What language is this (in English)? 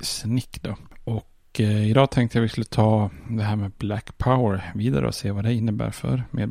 Swedish